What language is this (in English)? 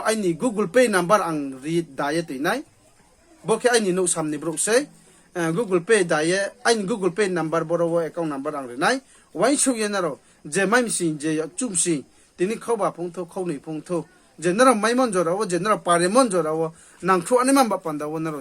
Riang (India)